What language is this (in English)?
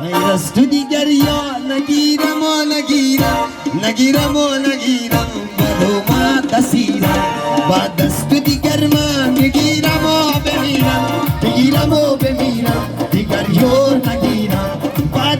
Tajik